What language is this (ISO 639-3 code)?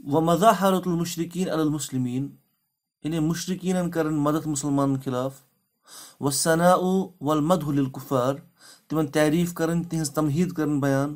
kas